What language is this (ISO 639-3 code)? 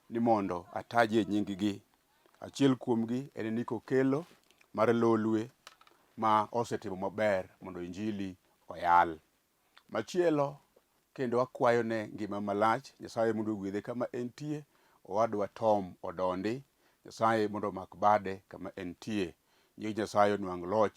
luo